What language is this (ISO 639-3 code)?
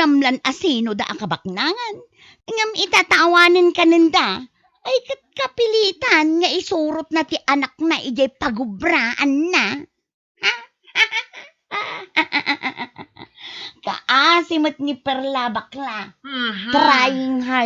ilo